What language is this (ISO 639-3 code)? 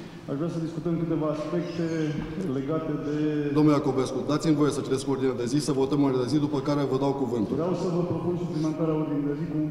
ron